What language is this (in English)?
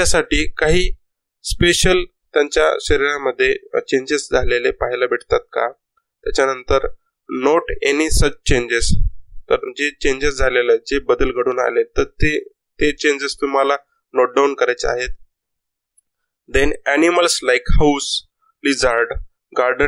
Marathi